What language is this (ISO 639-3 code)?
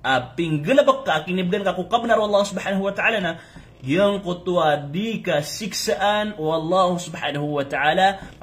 mrw